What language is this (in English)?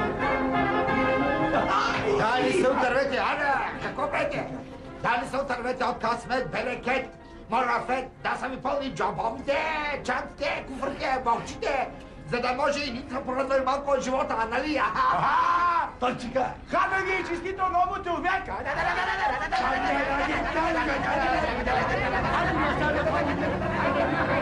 Bulgarian